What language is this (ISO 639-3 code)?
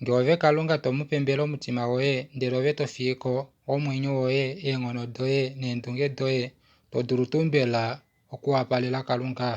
kua